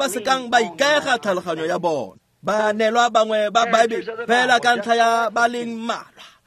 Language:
Tswana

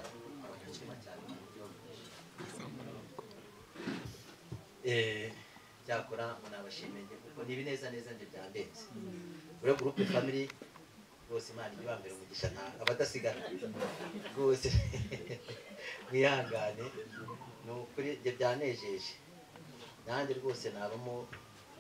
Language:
Kinyarwanda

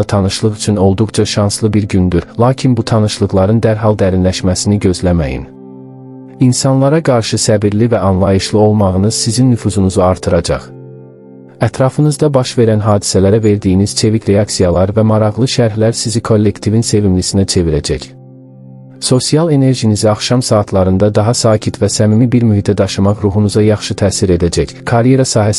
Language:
Azerbaijani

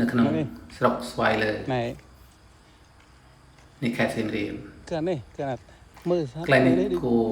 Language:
Khmer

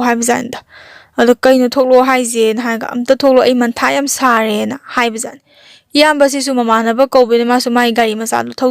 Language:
Manipuri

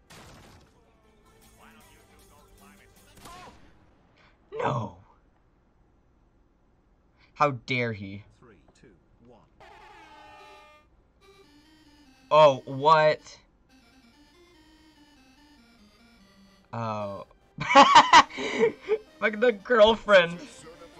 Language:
English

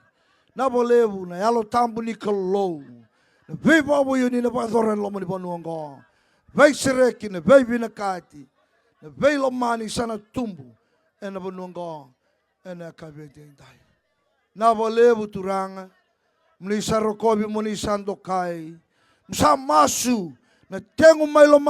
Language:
Fijian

